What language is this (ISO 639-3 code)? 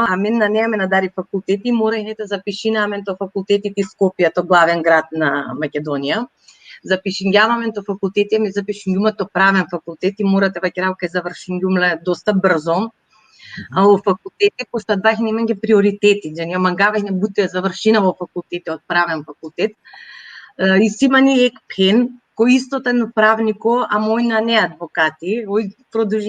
rmn